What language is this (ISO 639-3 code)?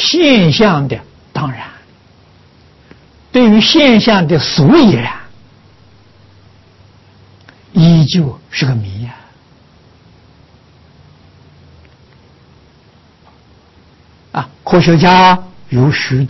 zho